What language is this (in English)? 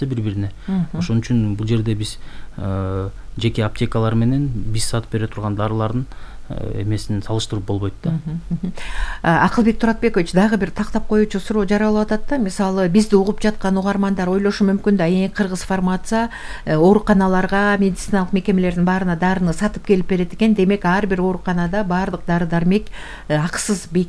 Kyrgyz